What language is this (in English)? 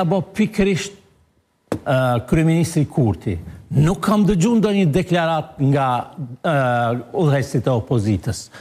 Albanian